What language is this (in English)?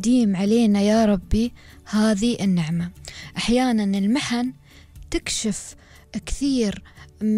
Gulf Arabic